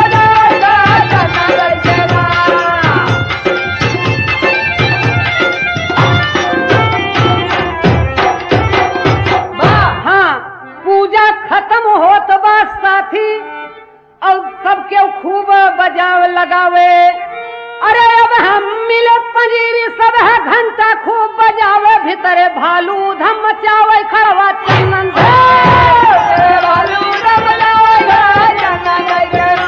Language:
Bhojpuri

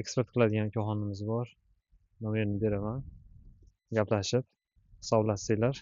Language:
Uzbek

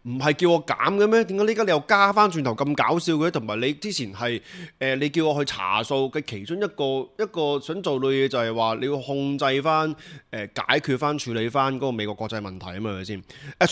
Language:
Cantonese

